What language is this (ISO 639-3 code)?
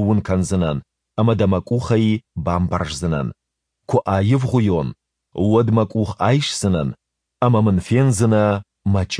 oss